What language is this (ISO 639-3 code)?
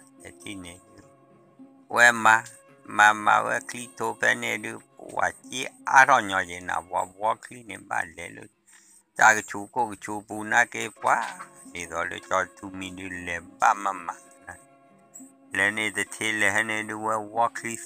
ksw